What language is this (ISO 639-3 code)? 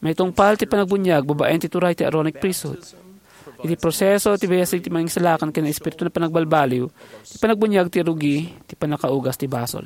ilo